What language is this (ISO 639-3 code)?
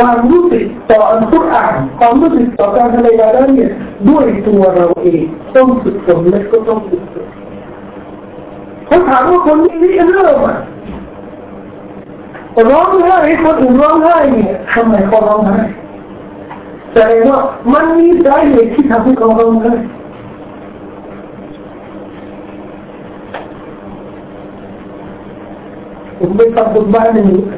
tha